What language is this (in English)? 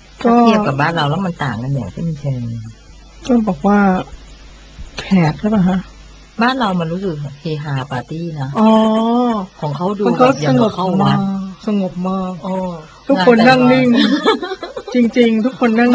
Thai